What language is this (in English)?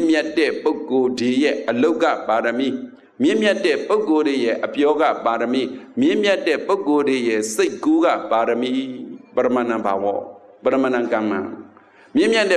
Burmese